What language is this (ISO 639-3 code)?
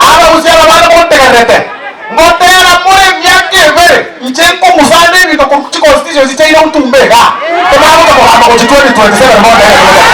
guz